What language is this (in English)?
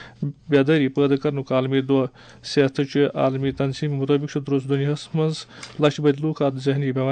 Kashmiri